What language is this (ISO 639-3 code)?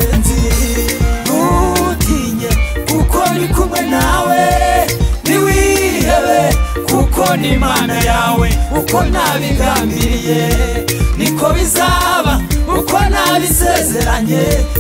kin